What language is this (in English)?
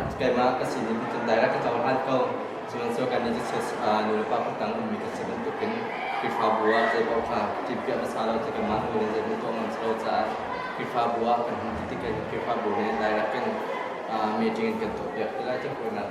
Hakha Chin